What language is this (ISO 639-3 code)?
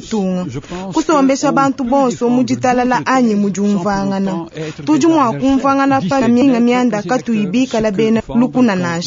lua